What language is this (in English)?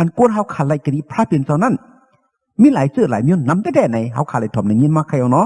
Shan